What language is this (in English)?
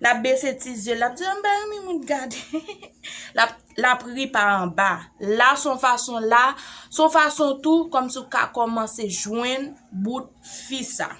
Haitian Creole